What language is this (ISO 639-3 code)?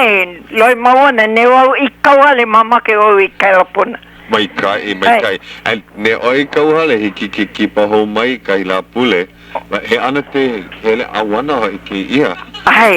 haw